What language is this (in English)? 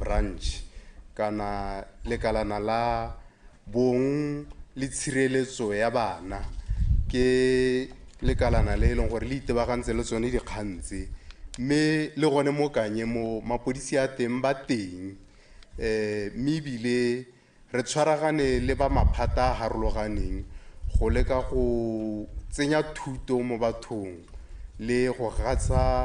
Tswana